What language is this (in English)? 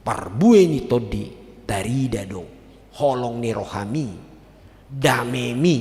Batak Toba